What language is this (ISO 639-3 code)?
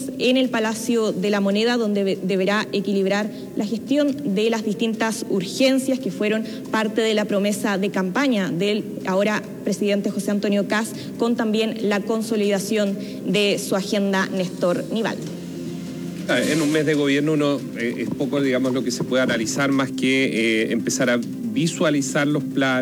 spa